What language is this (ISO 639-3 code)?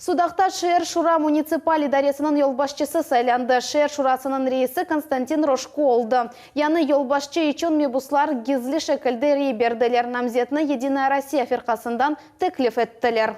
crh